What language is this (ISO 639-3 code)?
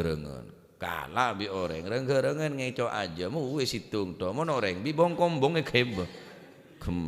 mad